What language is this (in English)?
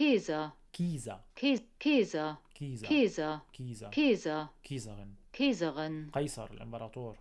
North Levantine Arabic